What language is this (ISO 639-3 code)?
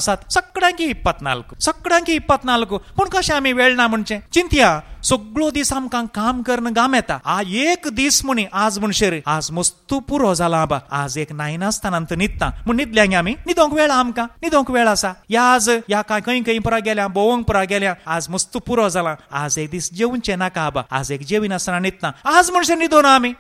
kok